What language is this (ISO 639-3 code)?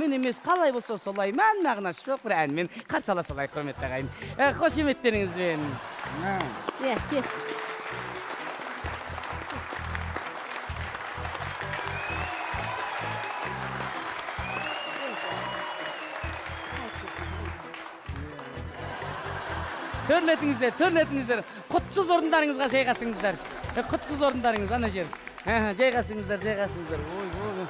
kaz